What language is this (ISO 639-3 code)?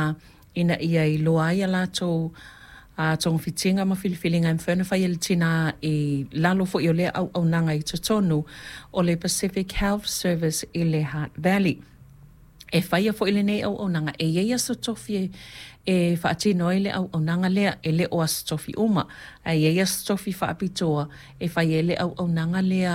smo